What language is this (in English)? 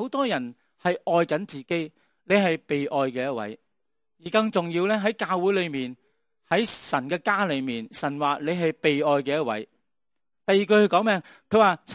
Cantonese